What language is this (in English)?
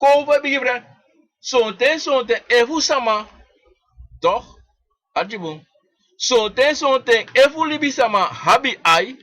Sranan Tongo